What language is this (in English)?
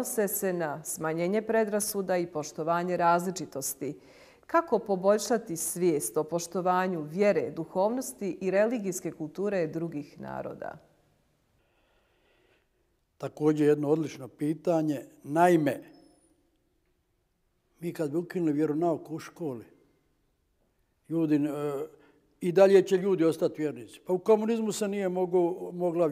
Bosnian